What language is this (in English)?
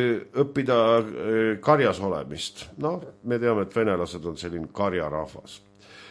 Estonian